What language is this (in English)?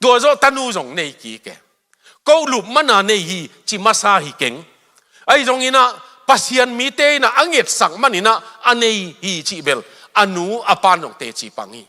Tedim Chin